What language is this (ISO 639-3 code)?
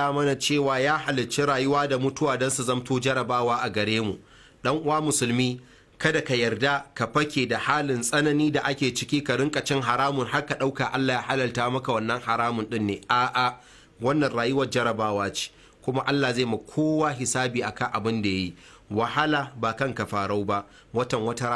hau